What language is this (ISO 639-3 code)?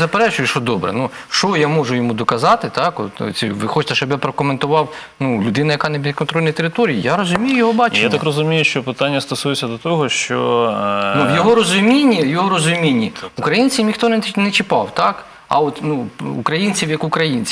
ukr